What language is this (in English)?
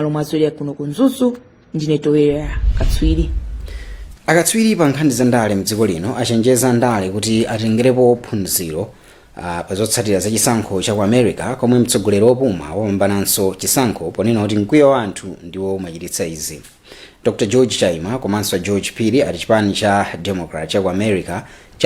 Nyanja